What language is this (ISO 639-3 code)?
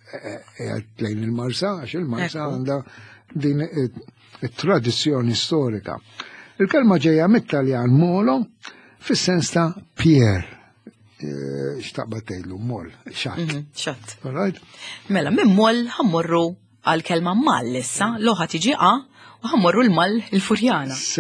mlt